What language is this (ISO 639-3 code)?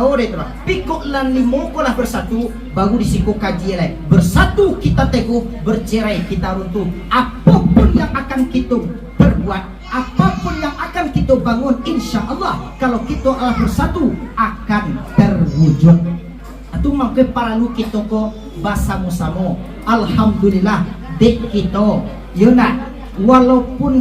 min